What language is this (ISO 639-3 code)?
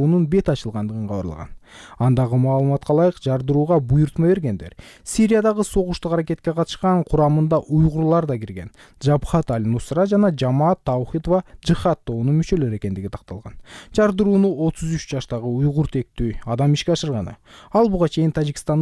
kir